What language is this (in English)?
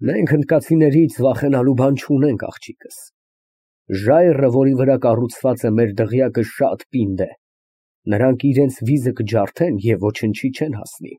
Armenian